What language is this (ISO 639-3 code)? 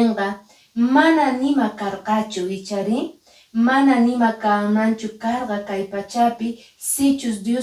que